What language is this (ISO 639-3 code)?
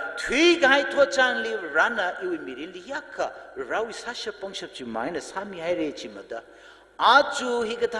nmf